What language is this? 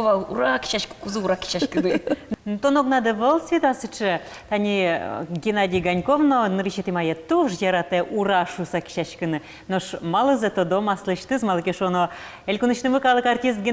Udmurt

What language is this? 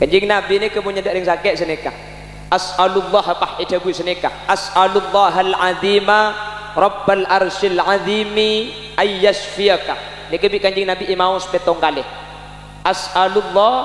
Madurese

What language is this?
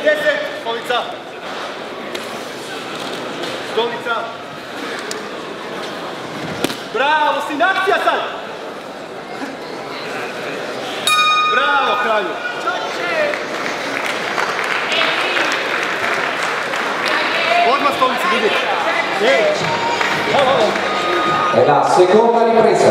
Croatian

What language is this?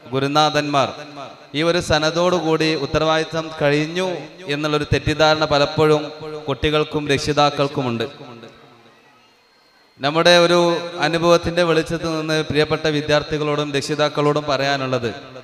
Malayalam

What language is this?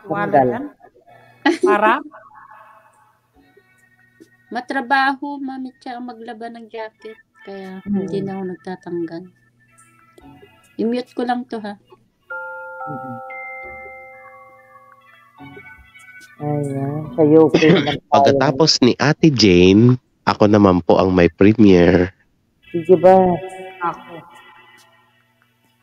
Filipino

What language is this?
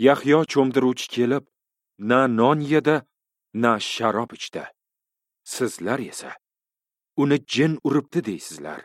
Uzbek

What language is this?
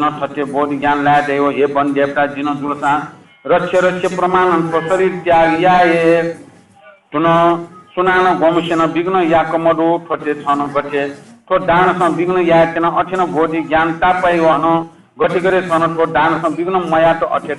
Newari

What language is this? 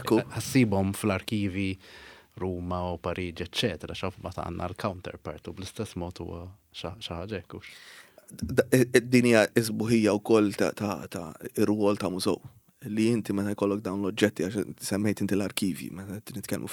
Maltese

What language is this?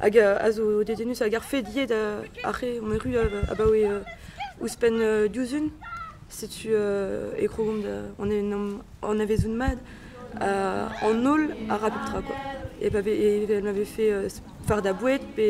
Breton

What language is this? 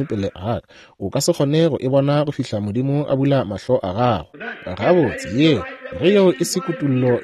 Northern Sotho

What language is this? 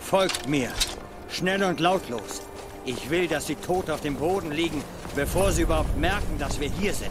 Swiss German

